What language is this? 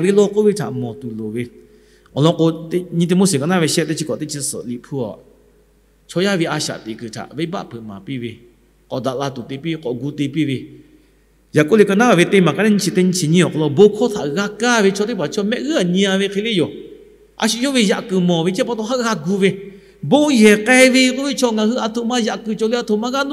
Lahu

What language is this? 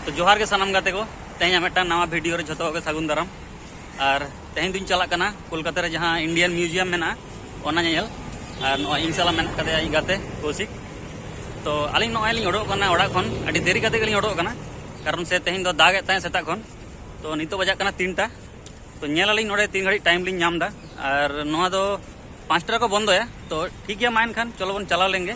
Santali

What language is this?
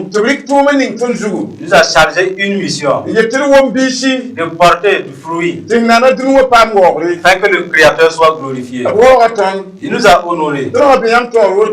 Mossi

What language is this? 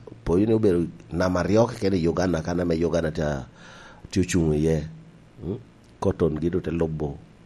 Lango (Uganda)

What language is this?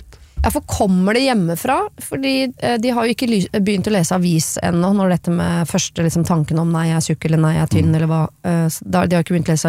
Norwegian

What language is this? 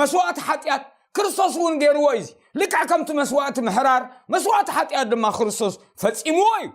Tigrinya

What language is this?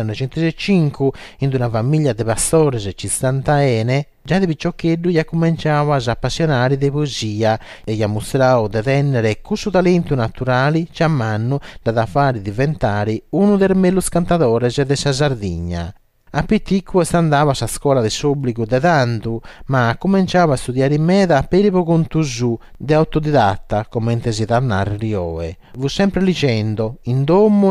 Sardinian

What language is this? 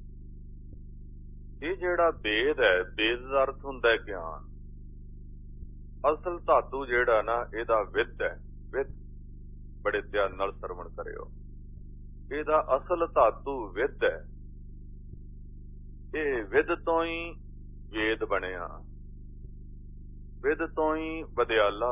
Punjabi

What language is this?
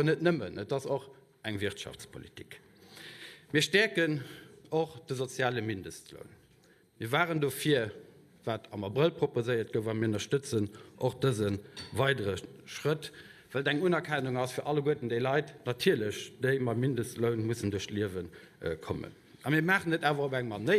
Luxembourgish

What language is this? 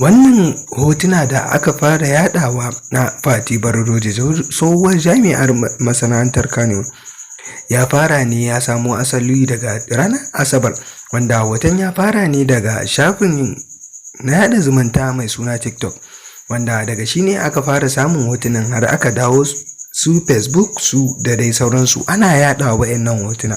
Hausa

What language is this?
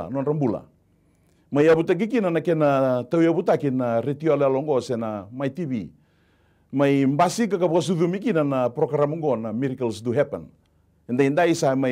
Fijian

